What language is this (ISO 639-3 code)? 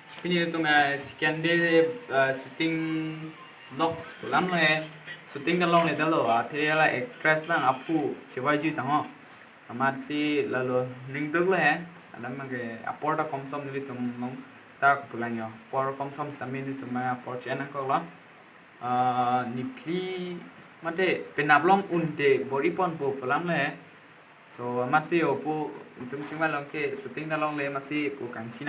mjw